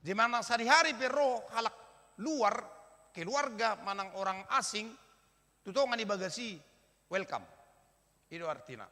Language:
Batak Toba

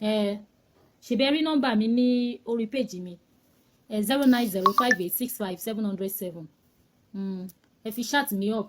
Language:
Yoruba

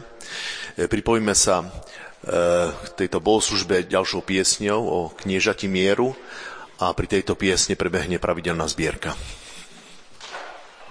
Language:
Slovak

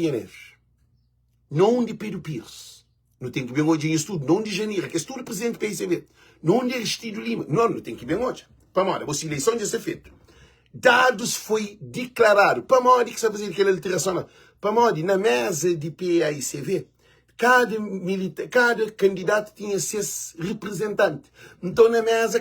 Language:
Kabuverdianu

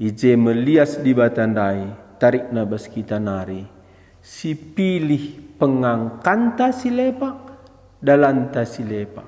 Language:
Batak Karo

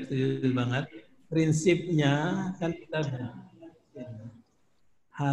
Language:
Indonesian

